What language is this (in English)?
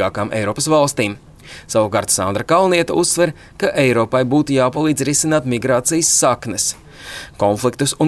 Latvian